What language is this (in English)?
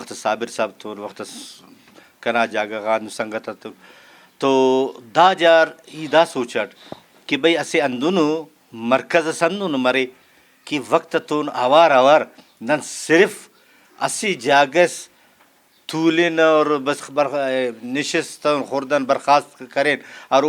Brahui